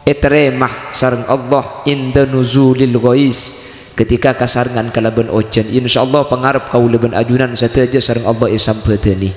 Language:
Madurese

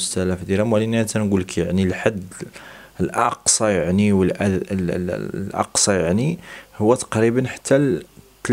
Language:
Moroccan Arabic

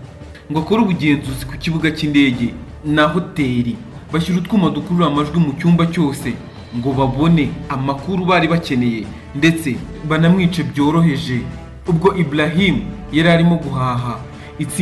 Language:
Kinyarwanda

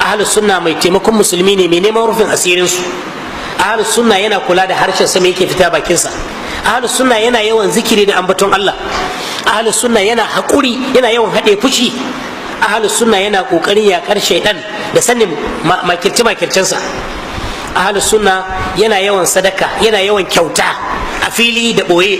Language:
Hausa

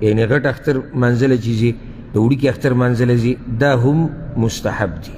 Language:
Pashto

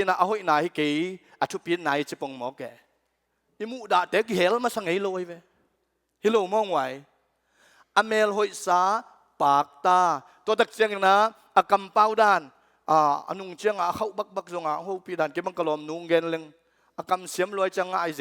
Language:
Tedim Chin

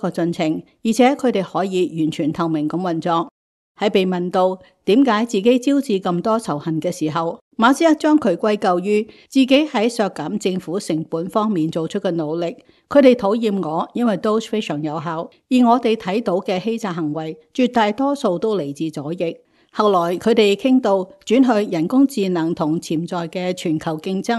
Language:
Cantonese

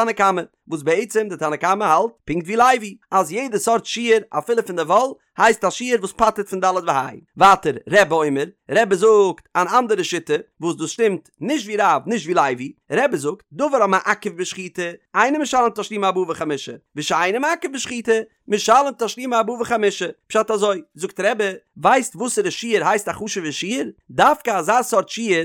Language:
Yiddish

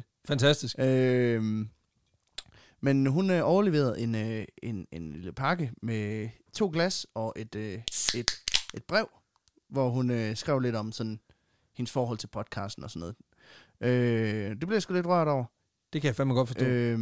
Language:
Danish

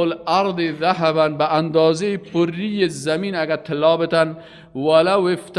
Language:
Persian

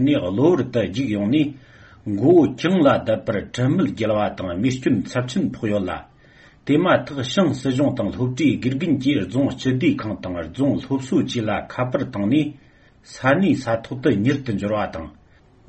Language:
Tibetan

